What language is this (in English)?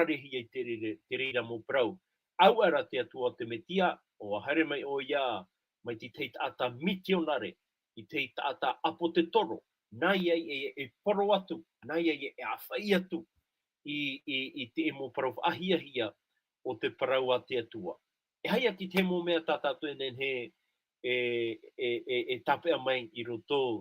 Tahitian